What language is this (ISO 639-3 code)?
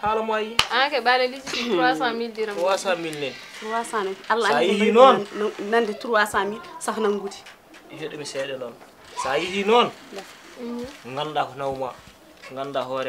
ful